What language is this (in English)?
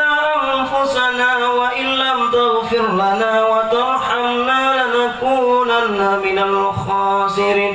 Achinese